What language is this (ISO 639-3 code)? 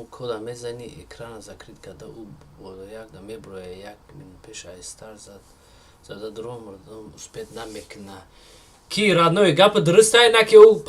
tgk